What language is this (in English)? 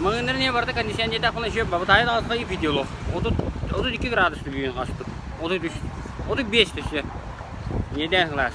Yakut